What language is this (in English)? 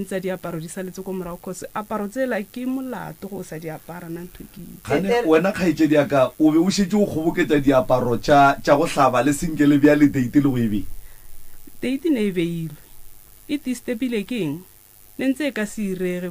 Northern Sotho